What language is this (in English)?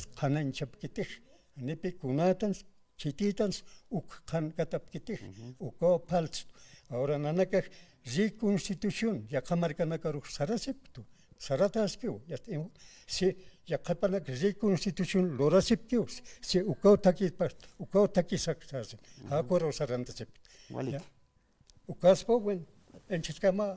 Aymara